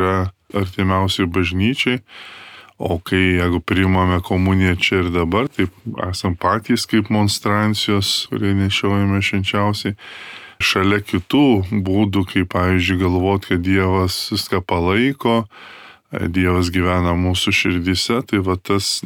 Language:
Lithuanian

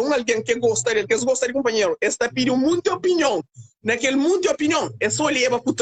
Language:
Kabuverdianu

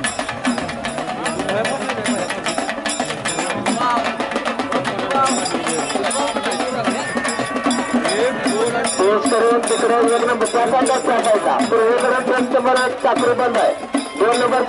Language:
Marathi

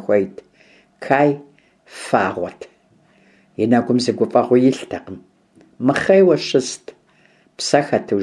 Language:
Kabardian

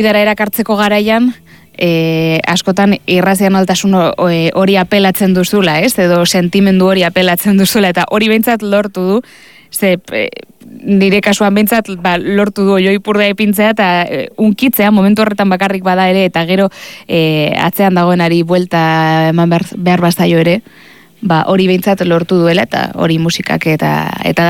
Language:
Basque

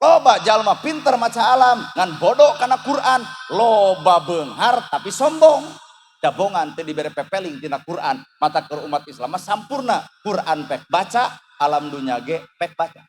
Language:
Sundanese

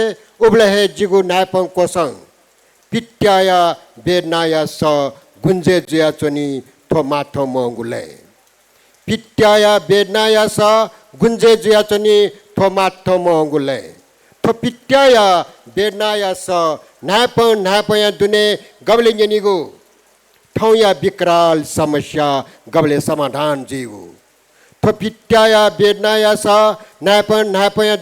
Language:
Newari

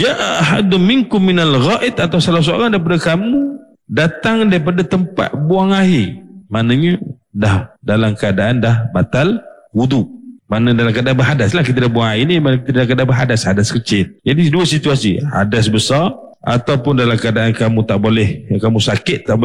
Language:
Malay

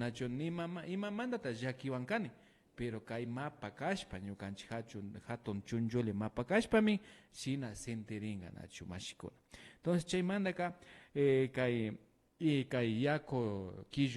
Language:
Imbabura Highland Quichua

